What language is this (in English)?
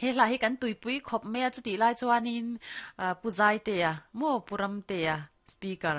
Mizo